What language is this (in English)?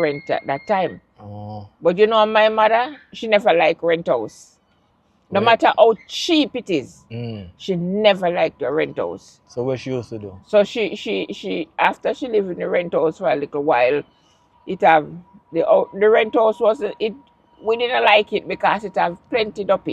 Jamaican Creole English